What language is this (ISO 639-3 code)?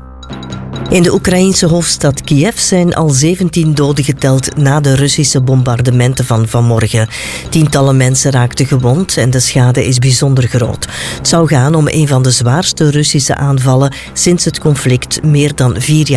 nld